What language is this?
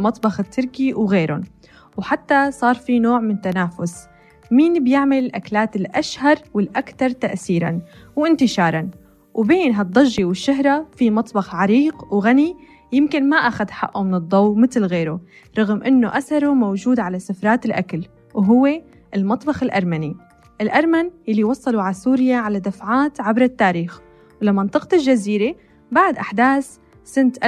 North Levantine Arabic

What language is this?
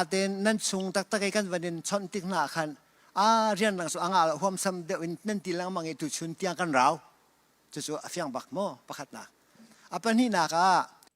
Hakha Chin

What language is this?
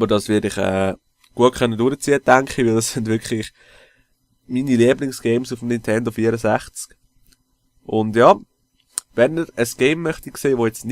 Swiss German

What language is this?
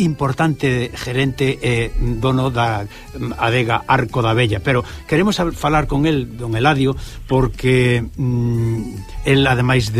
Galician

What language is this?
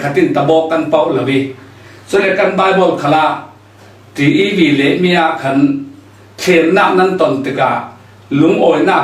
Falam Chin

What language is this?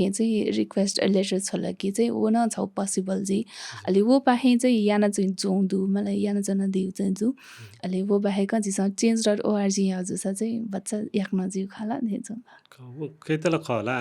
Newari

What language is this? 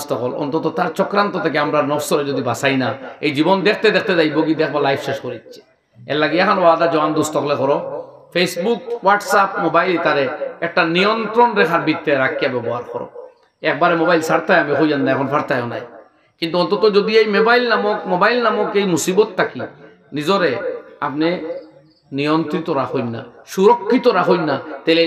Sylheti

